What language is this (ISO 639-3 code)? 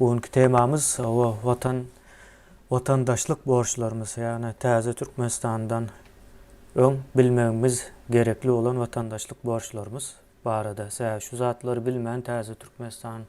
tuk